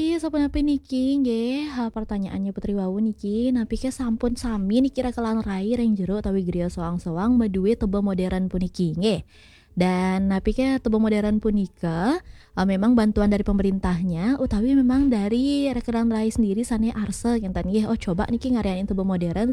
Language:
Balinese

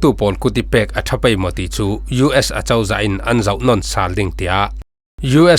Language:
Falam Chin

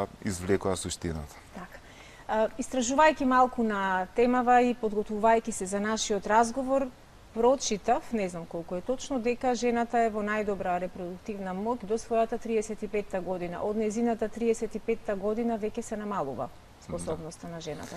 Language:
Macedonian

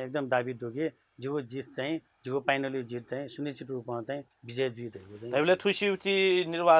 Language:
Newari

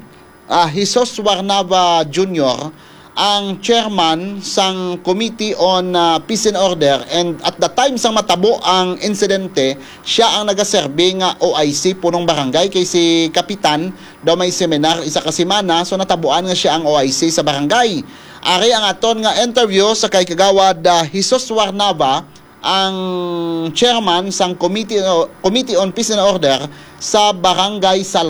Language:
Hiligaynon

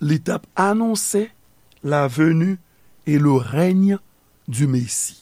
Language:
Haitian Creole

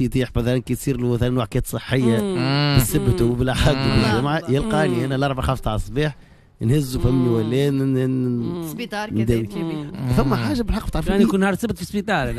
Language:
Tunisian Arabic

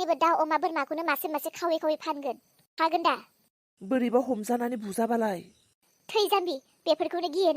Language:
Bodo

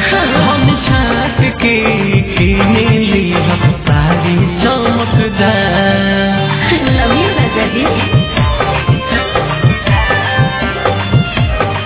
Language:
Bhojpuri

